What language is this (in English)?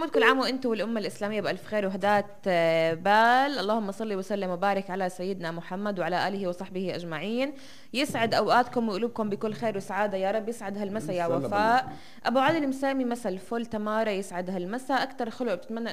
North Levantine Arabic